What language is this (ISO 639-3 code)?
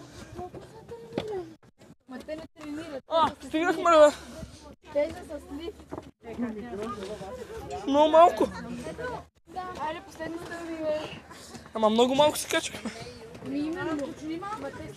bul